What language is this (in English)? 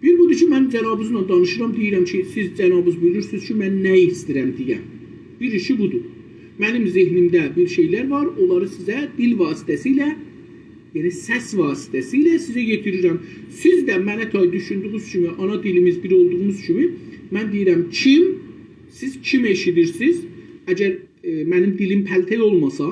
South Azerbaijani